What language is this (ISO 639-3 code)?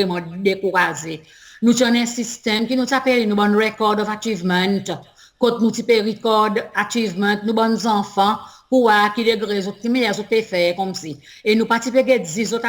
crs